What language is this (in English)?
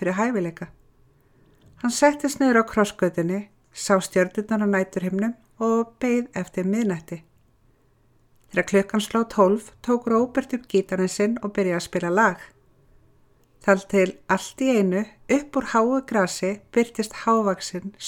Icelandic